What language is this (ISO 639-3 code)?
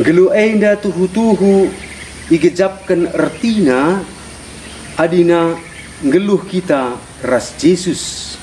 btx